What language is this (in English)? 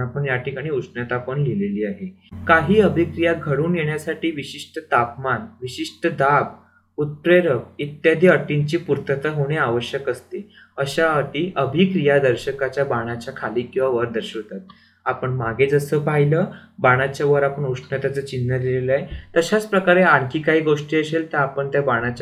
Marathi